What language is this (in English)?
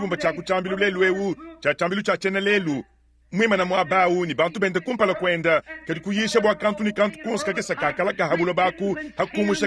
Luba-Lulua